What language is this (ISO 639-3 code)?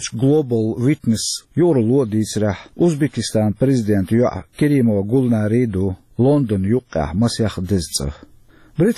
che